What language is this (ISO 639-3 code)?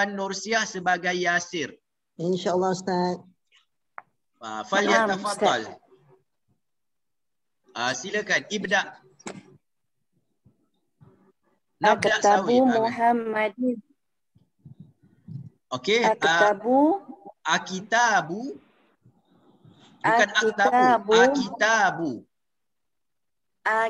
msa